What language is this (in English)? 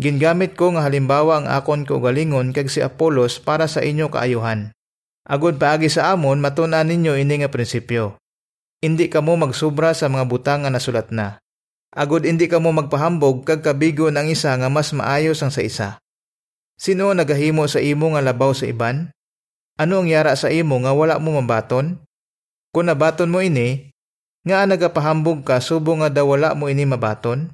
Hiligaynon